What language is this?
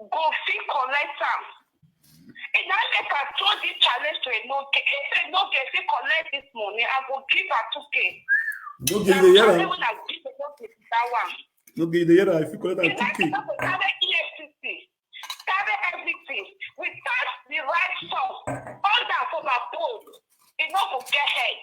Nigerian Pidgin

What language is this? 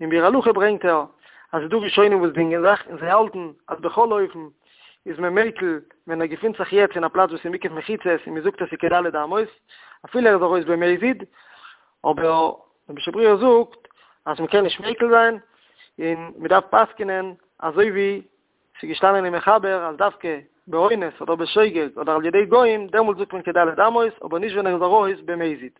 Yiddish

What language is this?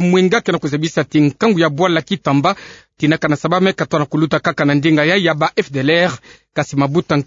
Kituba (Democratic Republic of Congo)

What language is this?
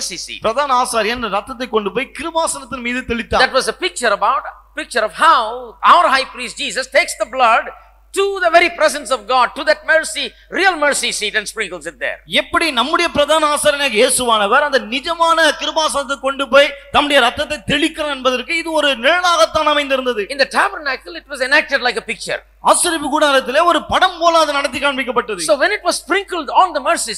Tamil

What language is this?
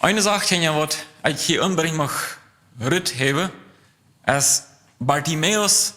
Plautdietsch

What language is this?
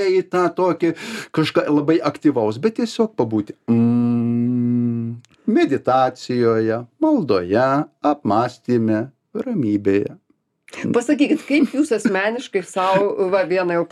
Lithuanian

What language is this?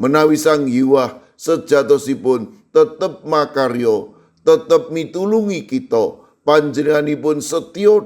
Javanese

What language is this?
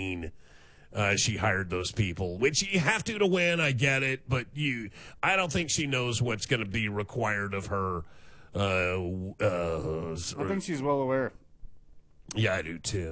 English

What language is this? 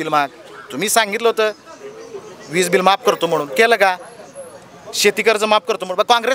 Marathi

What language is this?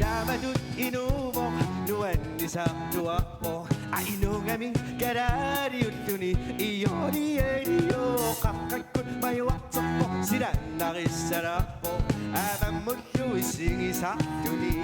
Kalaallisut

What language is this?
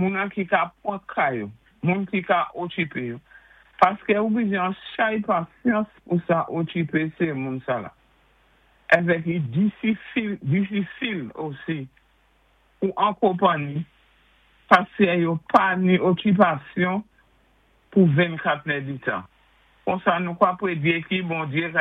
Saint Lucian Creole French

